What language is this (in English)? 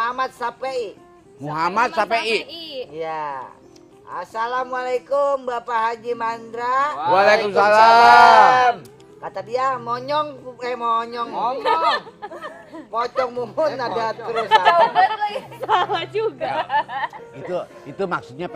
Betawi